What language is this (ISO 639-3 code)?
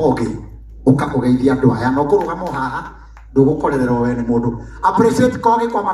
kik